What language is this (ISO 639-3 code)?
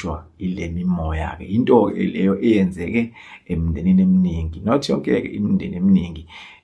zul